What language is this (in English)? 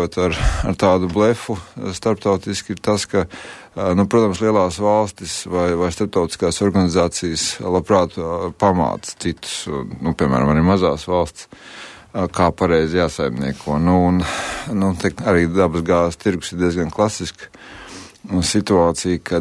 Latvian